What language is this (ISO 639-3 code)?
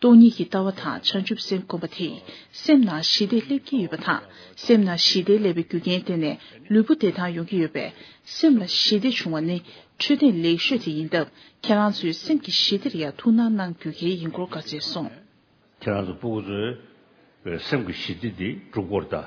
bod